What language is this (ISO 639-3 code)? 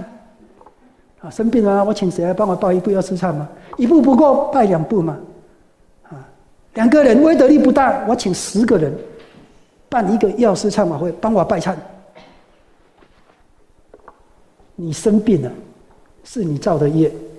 zho